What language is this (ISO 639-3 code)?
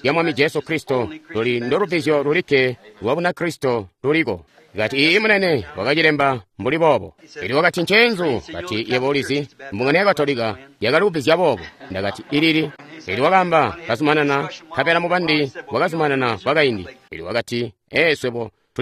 toi